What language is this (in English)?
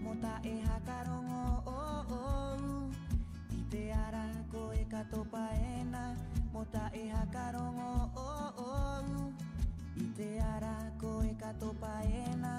Rapanui